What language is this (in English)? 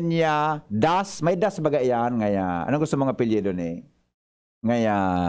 Bikol